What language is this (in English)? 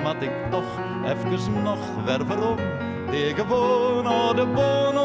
Western Frisian